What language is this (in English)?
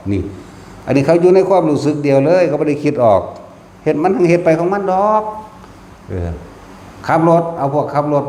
Northeastern Thai